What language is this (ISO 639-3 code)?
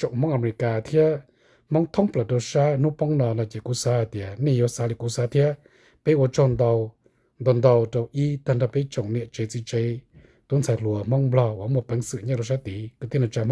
hmn